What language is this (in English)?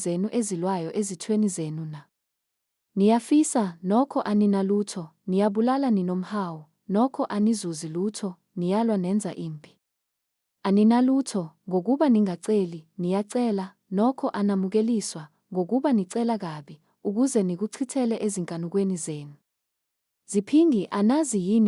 Zulu